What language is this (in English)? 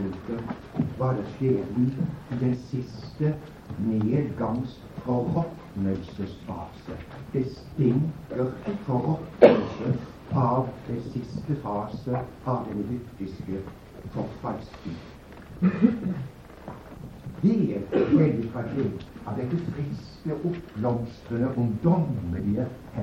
Norwegian